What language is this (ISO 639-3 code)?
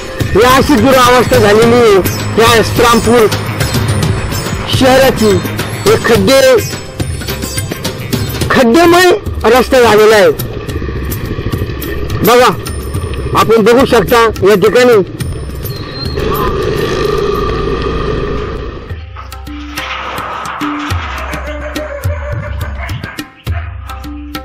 mar